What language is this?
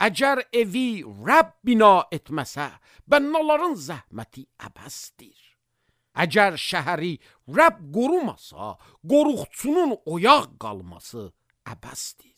Azerbaijani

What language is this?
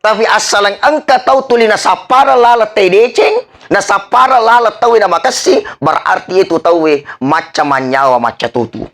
Buginese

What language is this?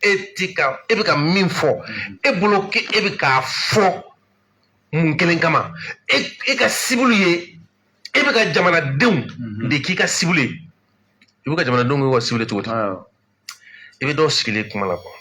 Bambara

